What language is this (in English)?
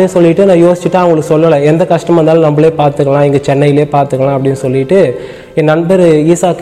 Tamil